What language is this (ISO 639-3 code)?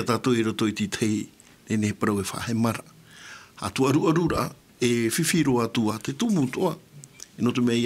tah